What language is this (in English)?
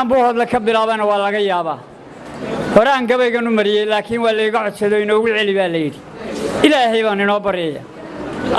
Somali